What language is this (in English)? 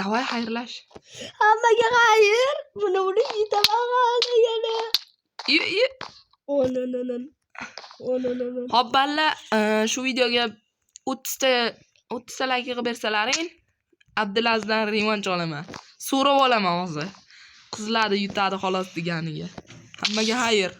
Uzbek